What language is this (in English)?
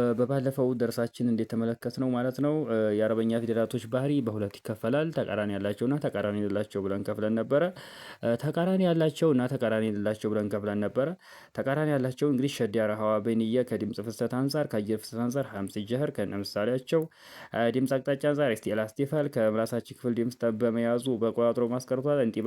Amharic